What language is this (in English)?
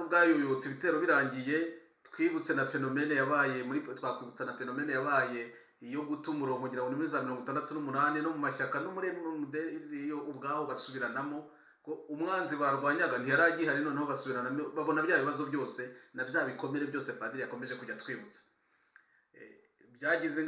Kinyarwanda